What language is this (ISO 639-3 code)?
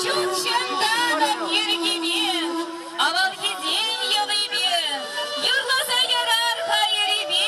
chv